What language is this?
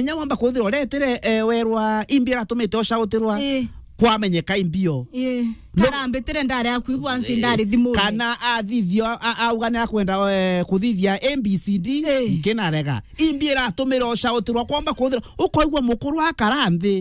Meru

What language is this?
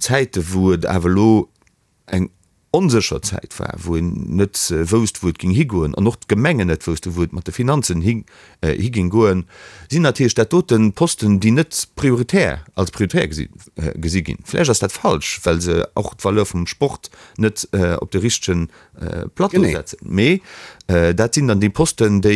Luxembourgish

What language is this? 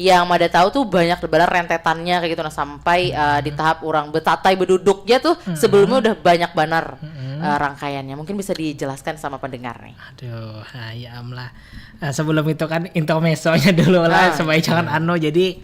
Banjar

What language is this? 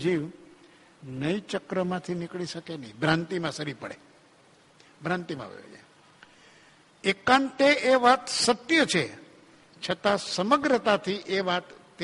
Gujarati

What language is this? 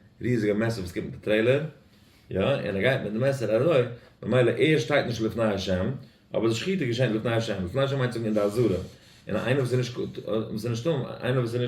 Yiddish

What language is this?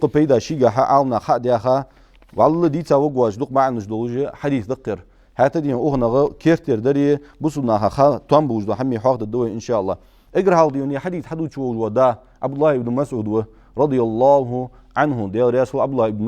Ingush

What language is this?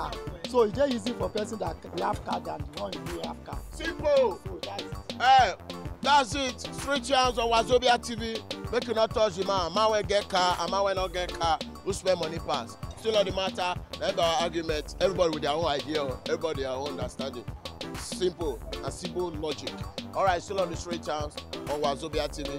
Nigerian Pidgin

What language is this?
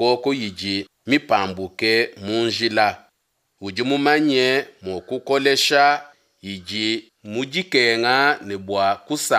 Luba-Lulua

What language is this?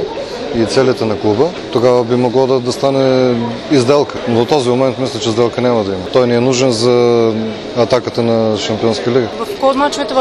Bulgarian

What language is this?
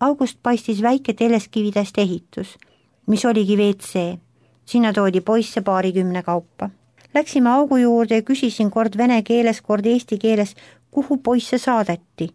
Estonian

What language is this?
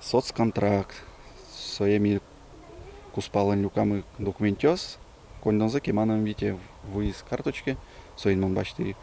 Udmurt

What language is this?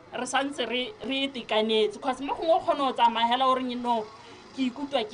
Tswana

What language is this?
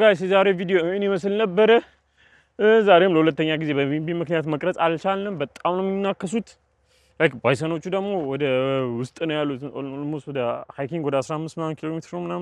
Amharic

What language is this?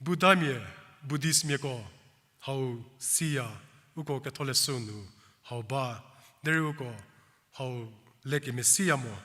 Angami Naga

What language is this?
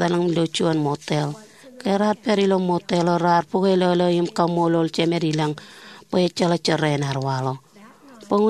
Marshallese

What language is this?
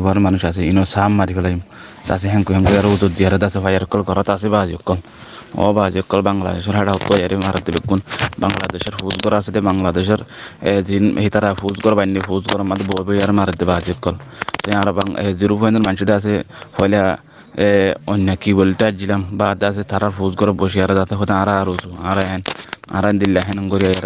Rohingya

